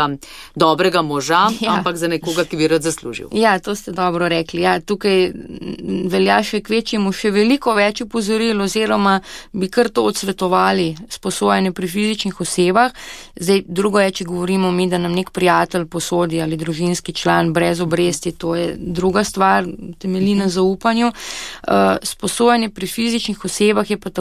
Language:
Slovenian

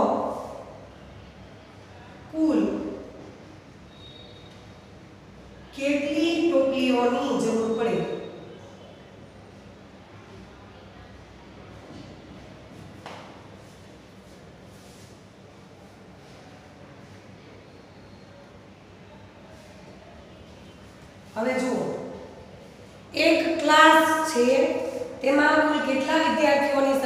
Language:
Gujarati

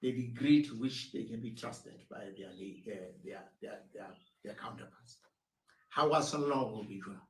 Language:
Southern Sotho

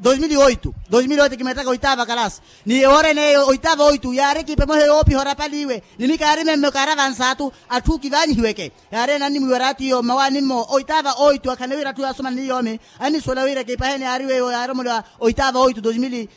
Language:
Makhuwa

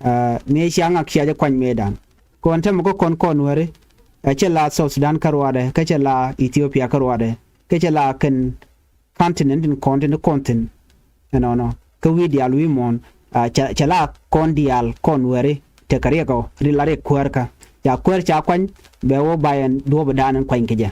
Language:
Nuer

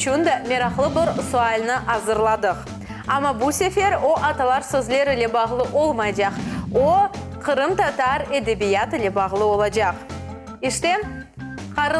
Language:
Crimean Tatar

